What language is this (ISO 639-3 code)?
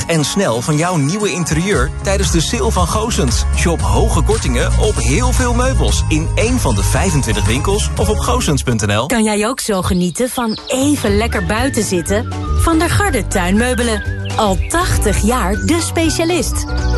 nld